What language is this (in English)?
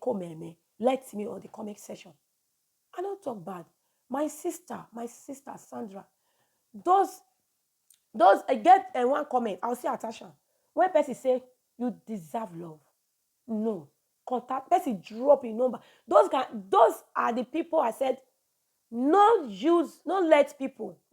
Nigerian Pidgin